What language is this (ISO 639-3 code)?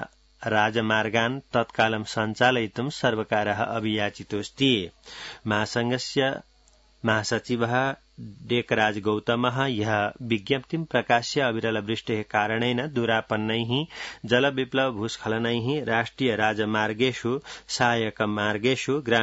san